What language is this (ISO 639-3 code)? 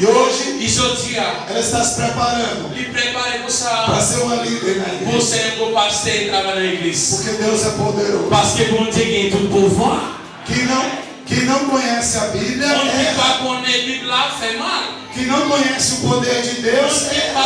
hat